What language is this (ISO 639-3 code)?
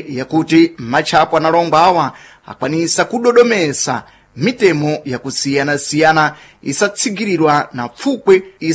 seh